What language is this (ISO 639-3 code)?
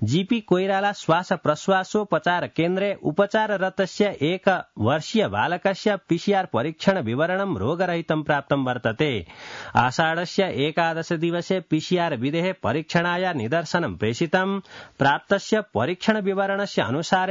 san